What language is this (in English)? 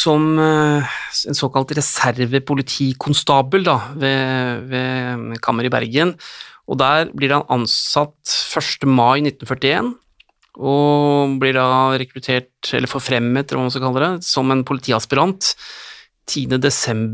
Norwegian